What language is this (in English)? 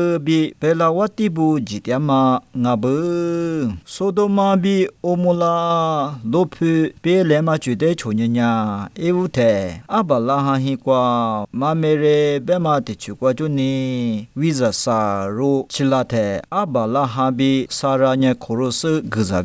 Lisu